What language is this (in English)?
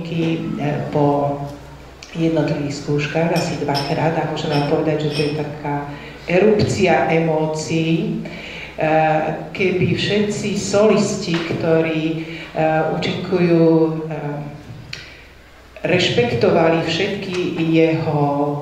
Slovak